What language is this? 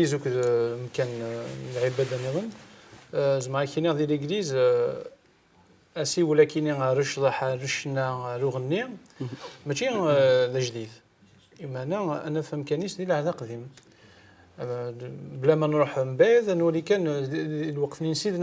Kabyle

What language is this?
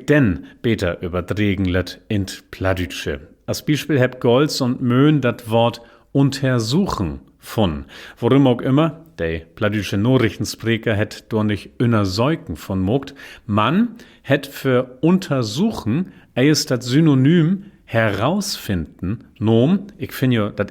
Low German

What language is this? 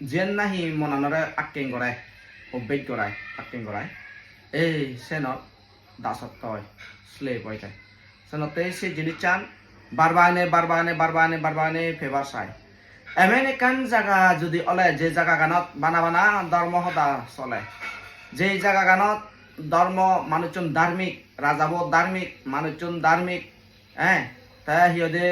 Chakma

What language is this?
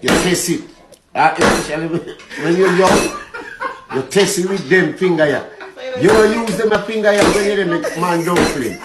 Jamaican Creole English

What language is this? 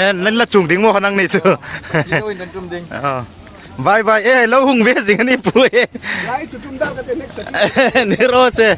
Hmar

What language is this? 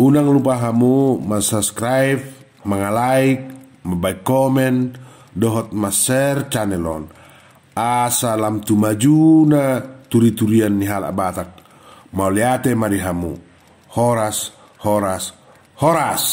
Batak Toba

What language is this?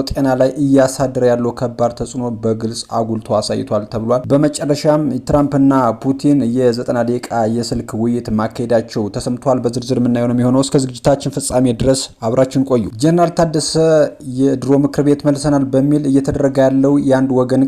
Amharic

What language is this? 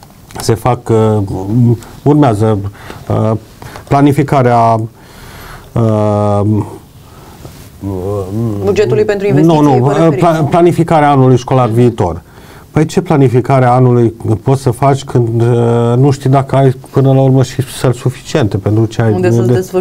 Romanian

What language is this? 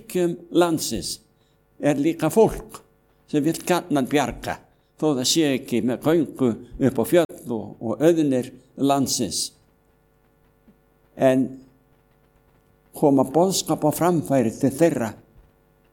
Icelandic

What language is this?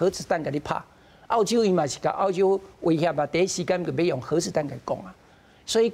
Min Nan Chinese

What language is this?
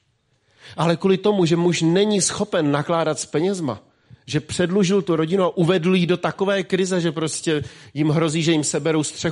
Czech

